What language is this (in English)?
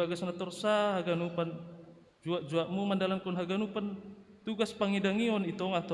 Batak Simalungun